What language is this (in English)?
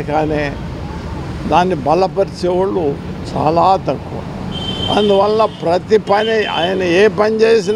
Telugu